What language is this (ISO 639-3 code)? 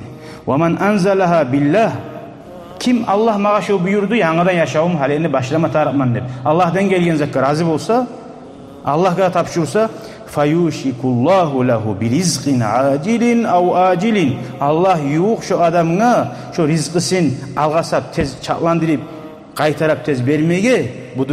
kum